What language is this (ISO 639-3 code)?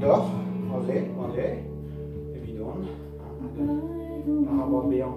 bre